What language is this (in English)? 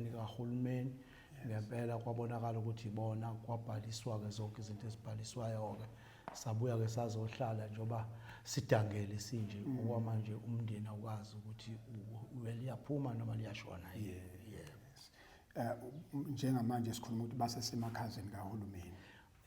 Zulu